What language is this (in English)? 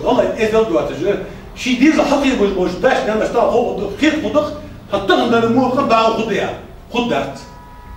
Ingush